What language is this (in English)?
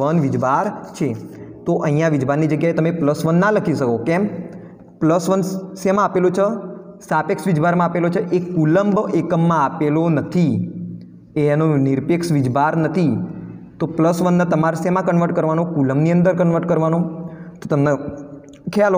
Gujarati